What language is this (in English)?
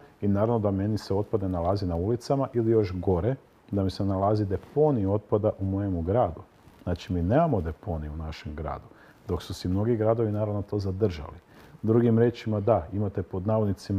Croatian